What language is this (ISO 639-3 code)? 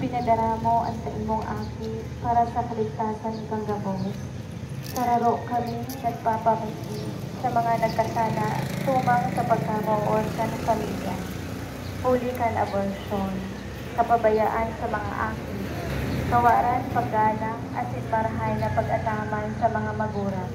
bik